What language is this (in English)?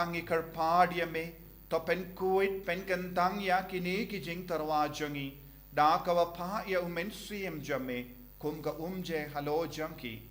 Khasi